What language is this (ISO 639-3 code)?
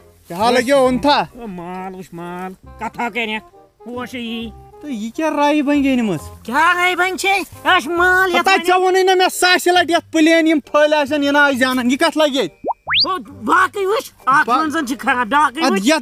kas